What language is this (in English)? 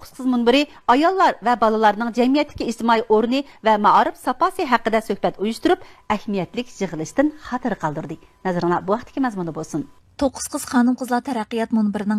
Uyghur